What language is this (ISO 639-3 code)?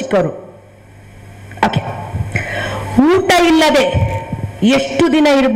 kan